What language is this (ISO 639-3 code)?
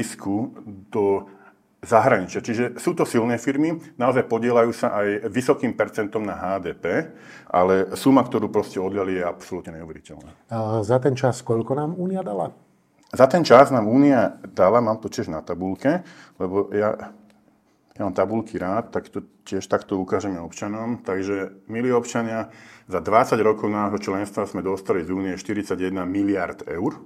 slk